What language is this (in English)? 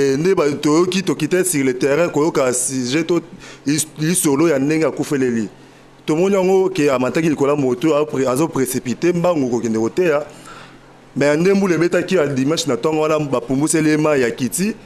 Lingala